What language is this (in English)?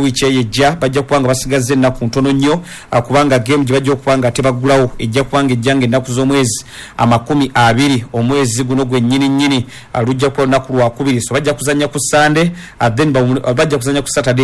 Ganda